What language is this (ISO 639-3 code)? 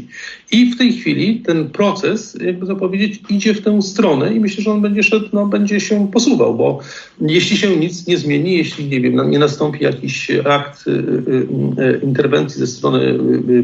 pol